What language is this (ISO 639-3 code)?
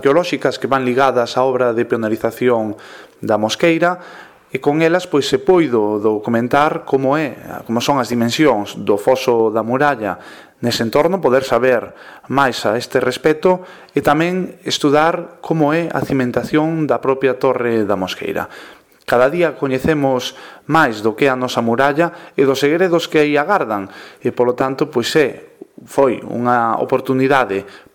glg